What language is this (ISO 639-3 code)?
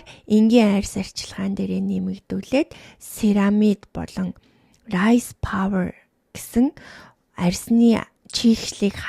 mon